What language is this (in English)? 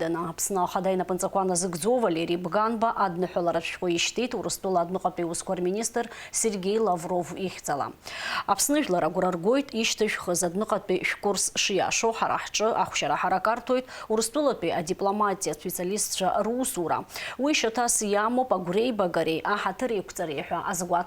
Abkhazian